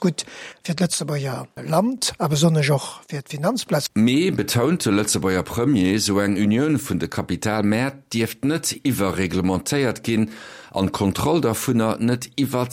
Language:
Luxembourgish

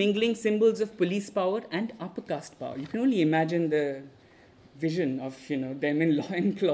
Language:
English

